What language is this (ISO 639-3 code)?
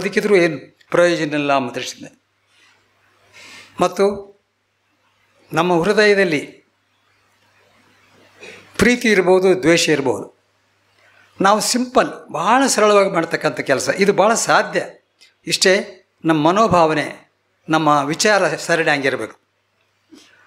kan